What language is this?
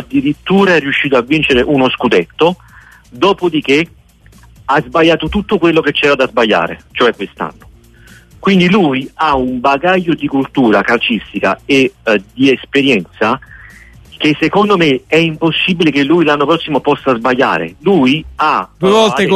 Italian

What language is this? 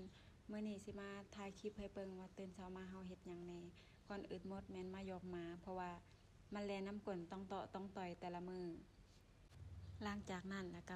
Lao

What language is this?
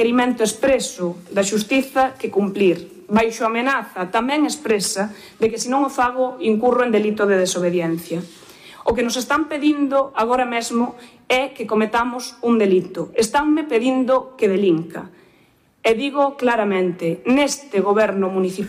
Galician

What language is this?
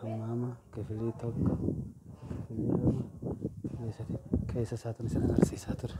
Oromo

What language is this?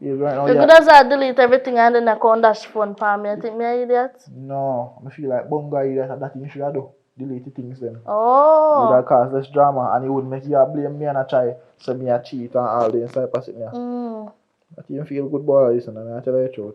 Jamaican Creole English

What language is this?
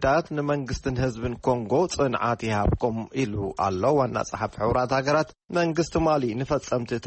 Tigrinya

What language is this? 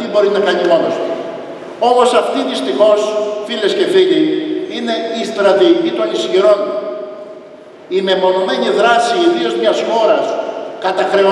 Greek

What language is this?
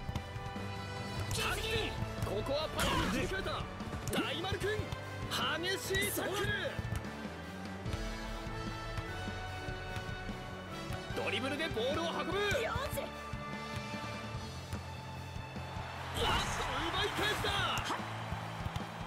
Japanese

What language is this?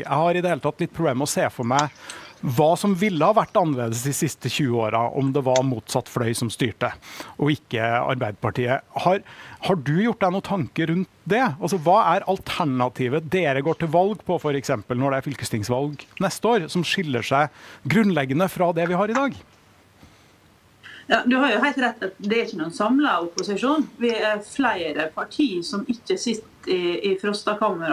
Norwegian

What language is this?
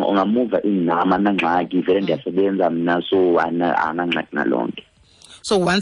Xhosa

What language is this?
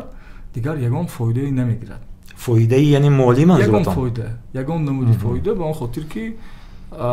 Tajik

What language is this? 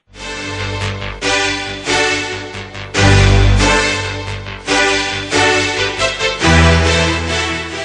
Ukrainian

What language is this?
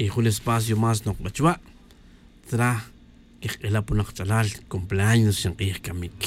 Tz'utujil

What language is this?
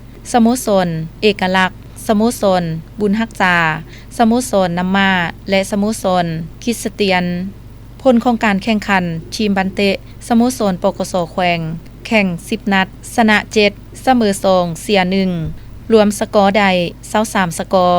Lao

